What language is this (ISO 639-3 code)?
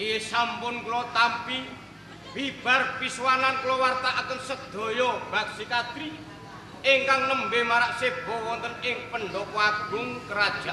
jav